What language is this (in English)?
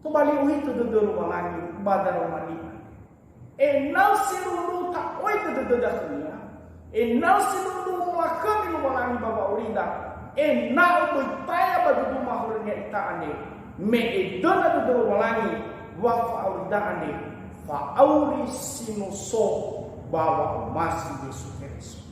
Nias